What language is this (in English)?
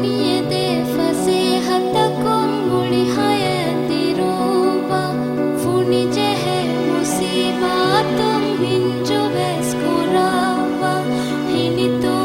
Divehi